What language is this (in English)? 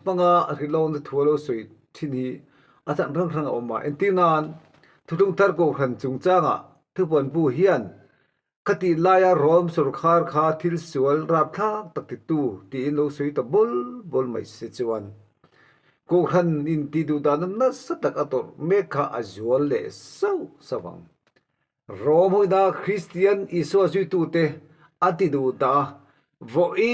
Mizo